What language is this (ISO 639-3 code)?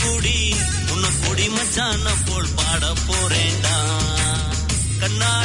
tam